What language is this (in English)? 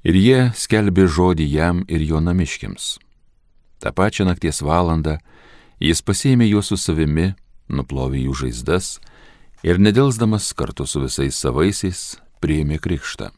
Lithuanian